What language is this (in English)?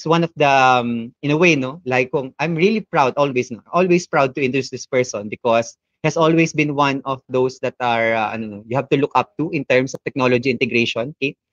Filipino